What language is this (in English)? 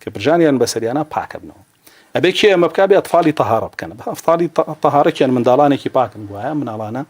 Central Kurdish